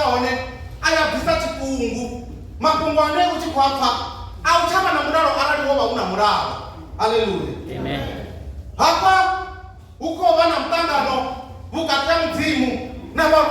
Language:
Venda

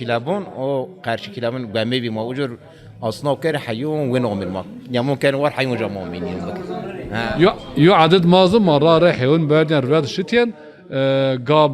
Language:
Zaza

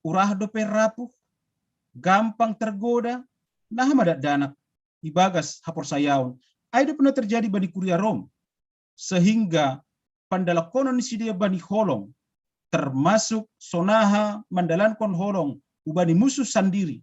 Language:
Batak Simalungun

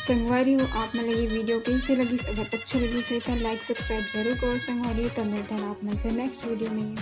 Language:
Chhattisgarhi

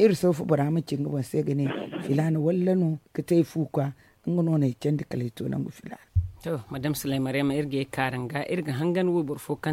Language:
Zarma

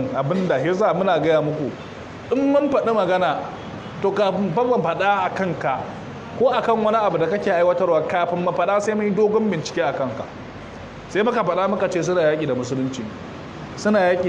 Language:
Hausa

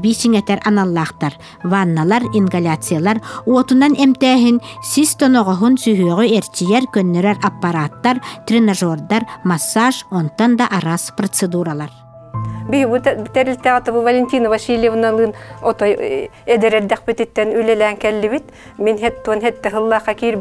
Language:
Yakut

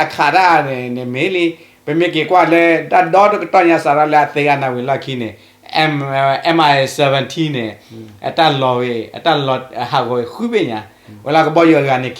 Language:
S'gaw Karen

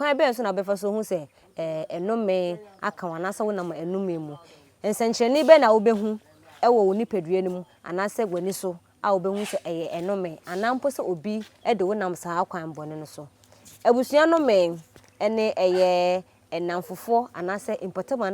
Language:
Akan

